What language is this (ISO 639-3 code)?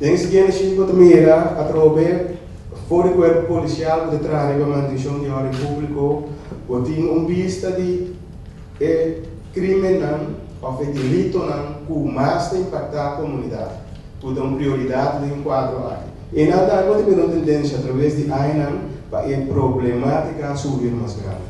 pap